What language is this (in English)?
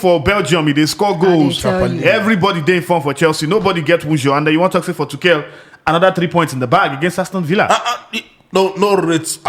Nigerian Pidgin